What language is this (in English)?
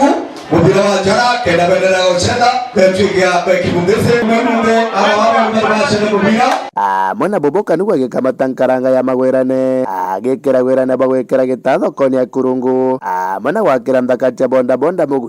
Meru